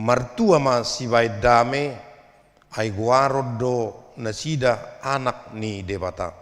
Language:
Batak Toba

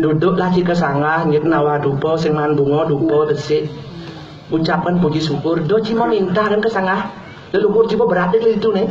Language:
Balinese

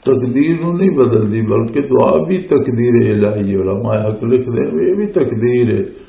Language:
Western Panjabi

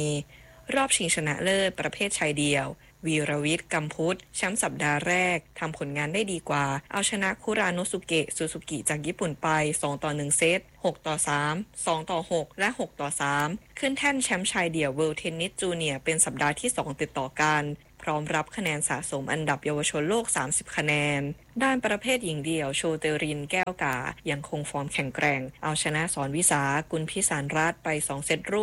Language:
Thai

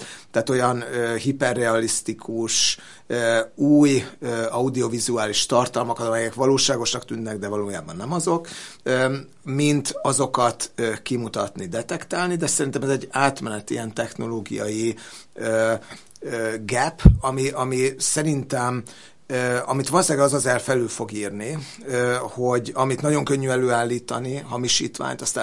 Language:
Hungarian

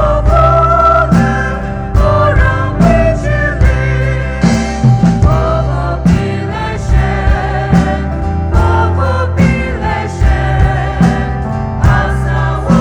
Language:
Poumei Naga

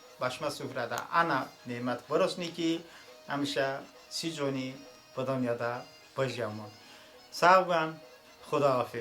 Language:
Talysh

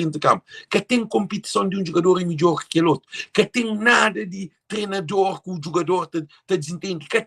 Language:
Kabuverdianu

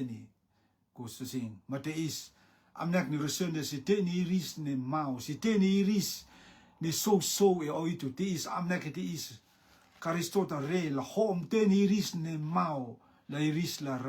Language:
Rotuman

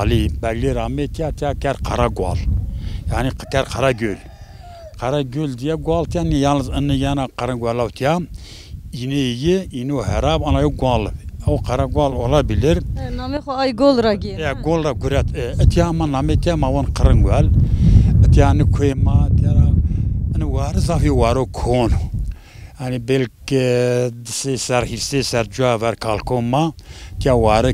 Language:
Zaza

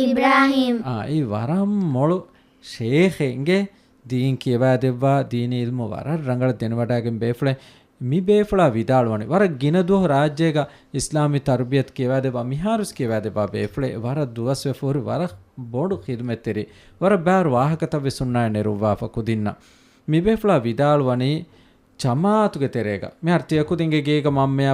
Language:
Divehi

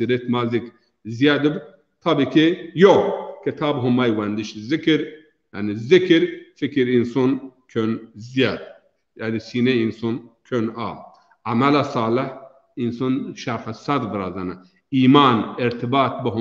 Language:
Zaza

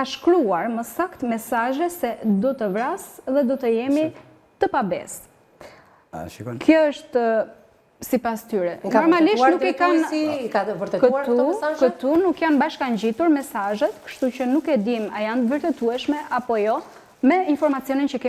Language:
Albanian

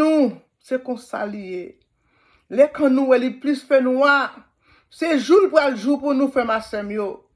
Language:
Haitian Creole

